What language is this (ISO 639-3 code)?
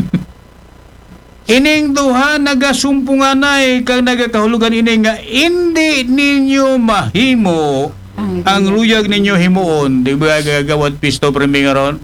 akl